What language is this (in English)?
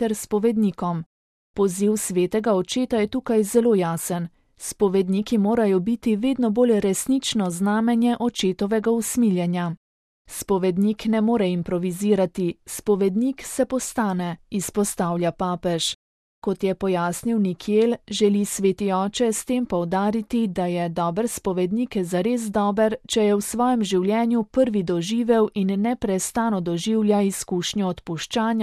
Slovenian